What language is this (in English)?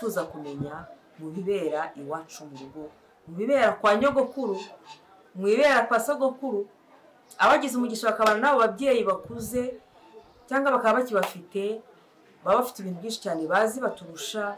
Kinyarwanda